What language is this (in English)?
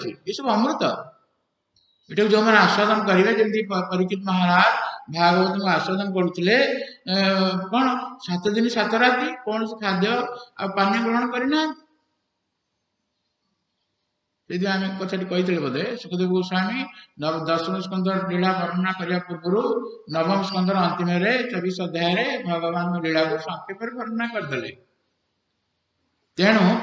Odia